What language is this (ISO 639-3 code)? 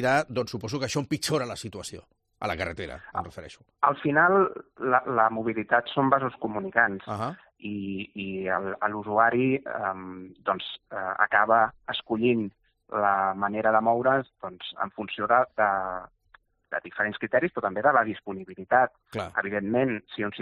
cat